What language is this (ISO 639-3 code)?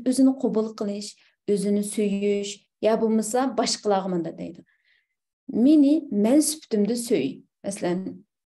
uig